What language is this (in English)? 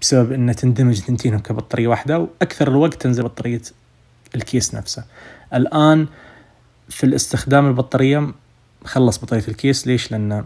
Najdi Arabic